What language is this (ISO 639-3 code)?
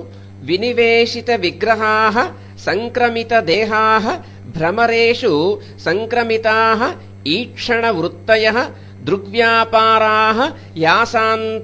san